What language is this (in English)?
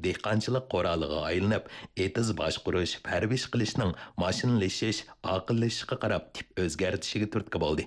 Uyghur